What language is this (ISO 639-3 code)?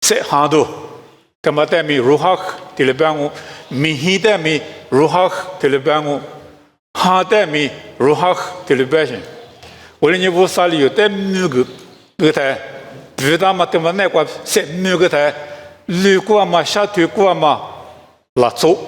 lis